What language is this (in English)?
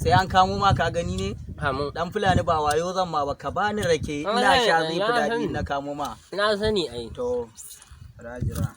Hausa